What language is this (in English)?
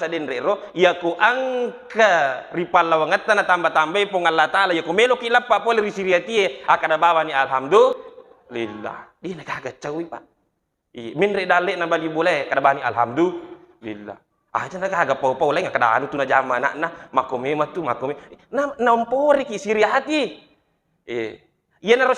Buginese